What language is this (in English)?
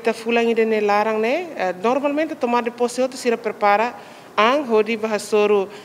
Tetum